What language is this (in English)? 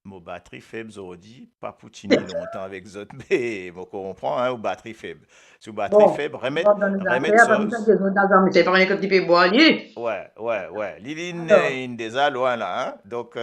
Morisyen